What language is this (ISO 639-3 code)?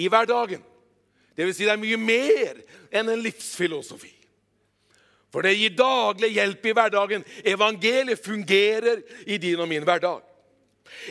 nor